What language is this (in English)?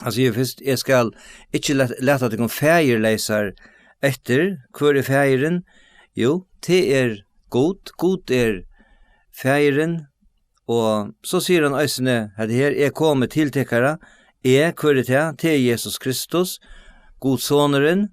Faroese